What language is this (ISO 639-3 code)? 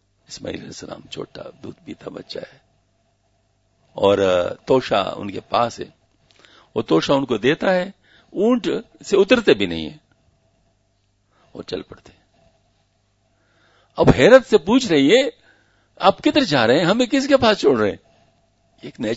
urd